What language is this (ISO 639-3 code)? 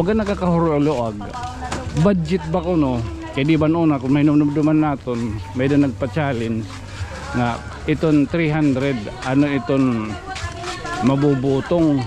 war